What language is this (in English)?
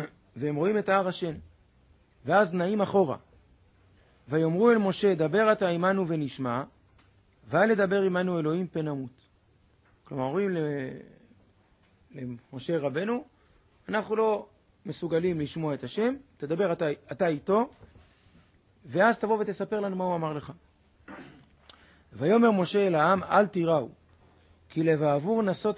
Hebrew